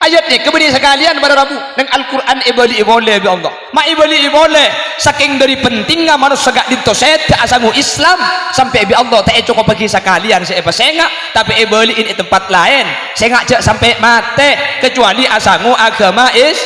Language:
Madurese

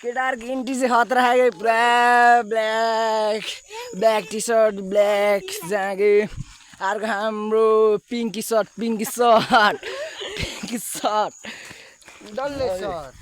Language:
Nepali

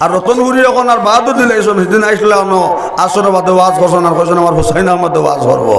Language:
Sylheti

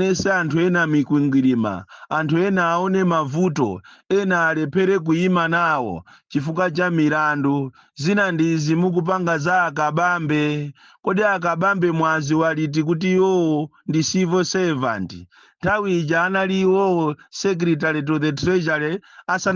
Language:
Nyanja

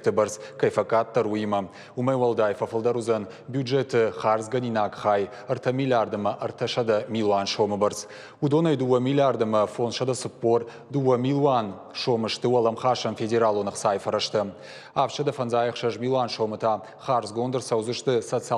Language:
Ossetic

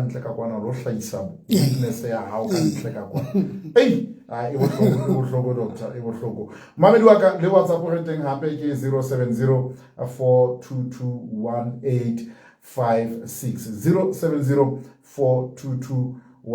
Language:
Southern Sotho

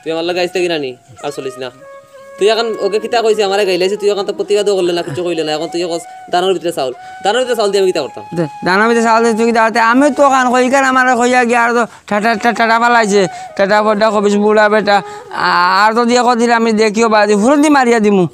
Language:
Sylheti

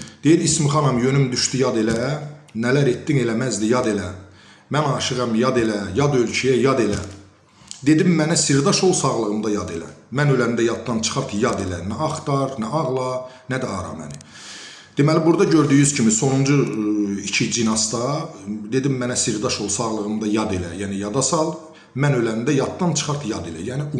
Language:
Azerbaijani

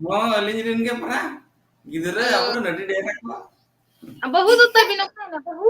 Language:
Santali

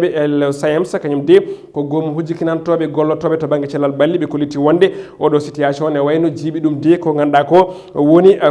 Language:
Fula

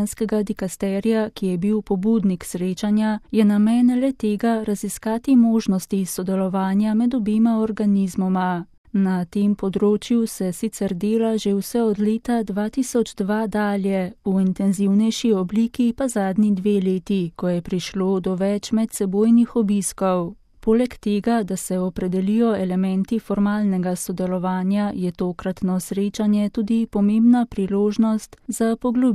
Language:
Slovenian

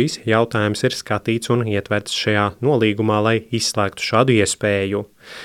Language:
Latvian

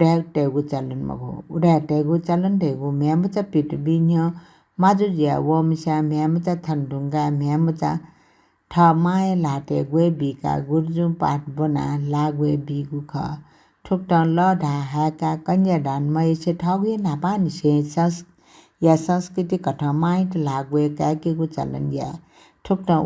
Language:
Newari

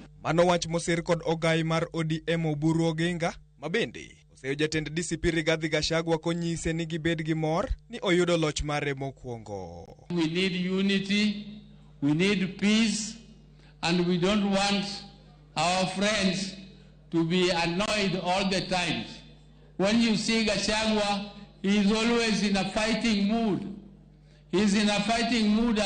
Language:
Luo (Kenya and Tanzania)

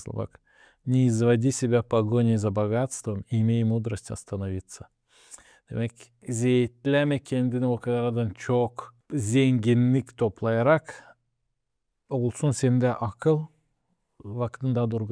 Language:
Gagauz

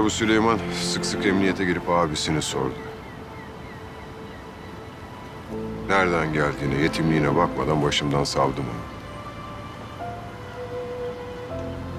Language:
Turkish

